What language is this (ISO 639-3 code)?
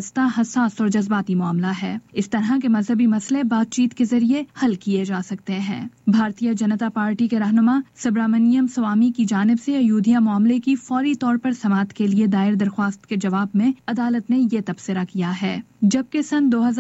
urd